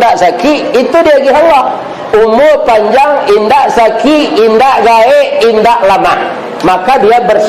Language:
Minangkabau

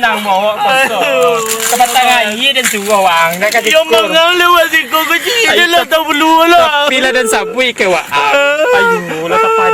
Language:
Minangkabau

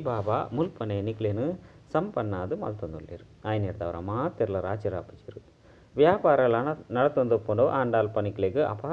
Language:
Tulu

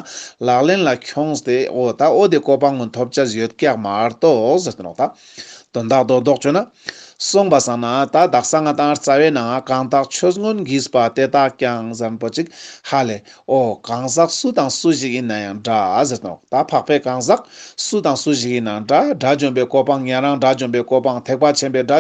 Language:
Ladakhi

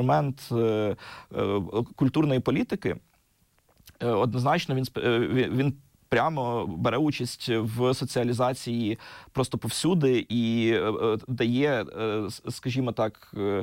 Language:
Ukrainian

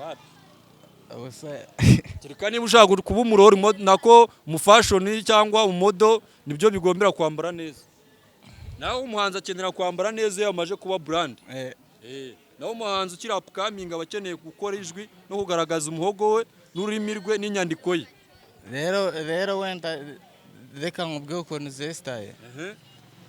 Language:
Kinyarwanda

